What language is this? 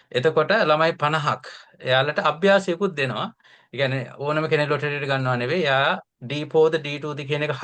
Sinhala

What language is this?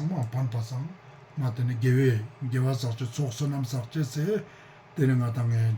Ladakhi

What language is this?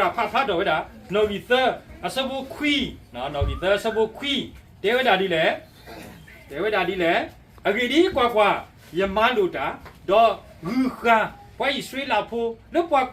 S'gaw Karen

